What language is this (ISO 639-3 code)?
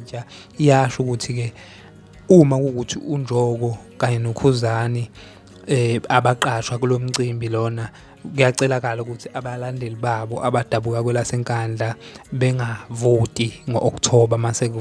zul